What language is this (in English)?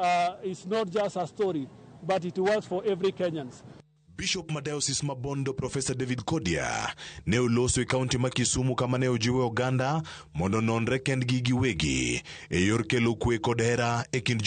Luo (Kenya and Tanzania)